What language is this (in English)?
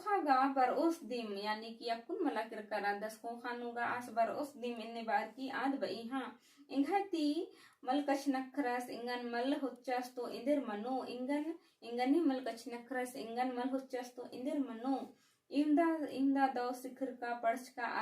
Kurukh